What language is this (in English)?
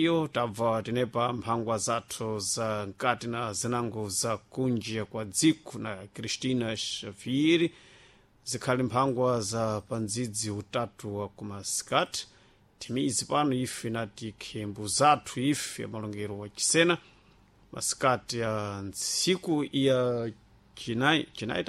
Sena